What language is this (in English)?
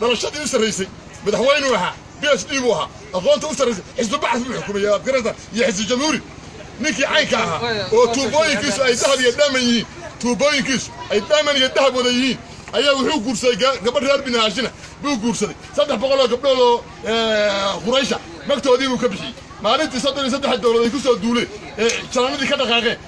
Somali